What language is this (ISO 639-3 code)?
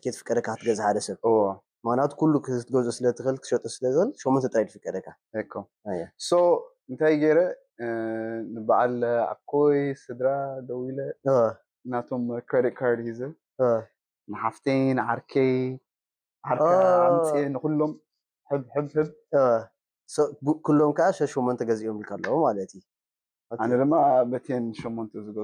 tir